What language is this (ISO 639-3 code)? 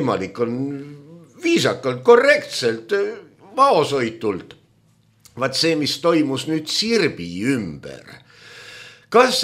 est